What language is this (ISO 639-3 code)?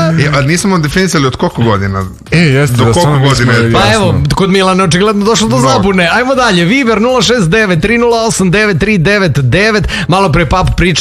srp